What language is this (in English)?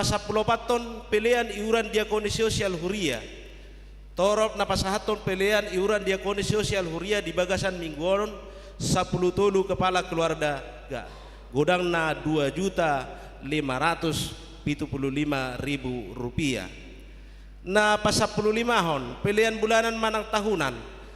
Batak Toba